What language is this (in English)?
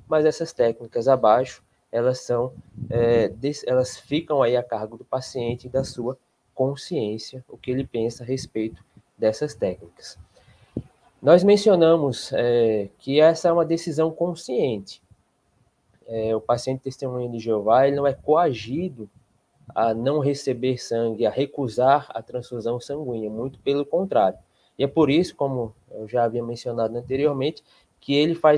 Portuguese